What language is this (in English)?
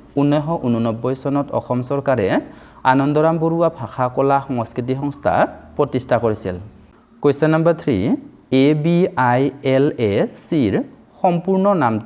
Assamese